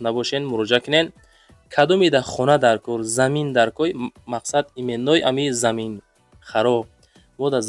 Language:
Tajik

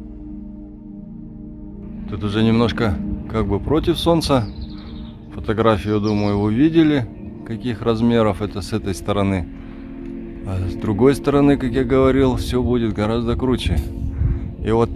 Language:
Russian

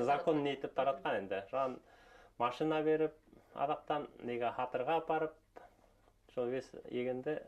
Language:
Bashkir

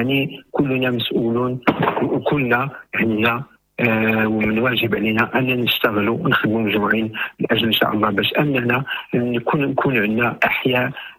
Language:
Moroccan Arabic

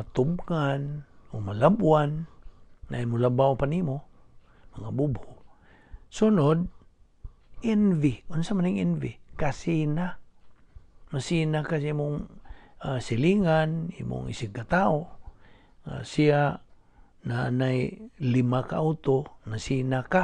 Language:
Cebuano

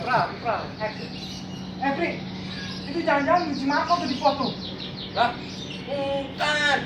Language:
Betawi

